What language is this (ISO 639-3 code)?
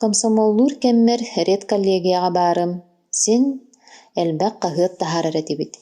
sah